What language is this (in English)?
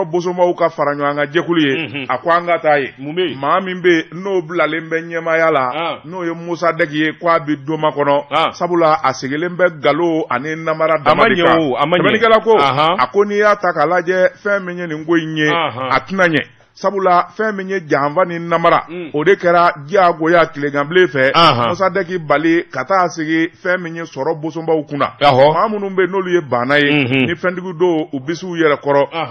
Bambara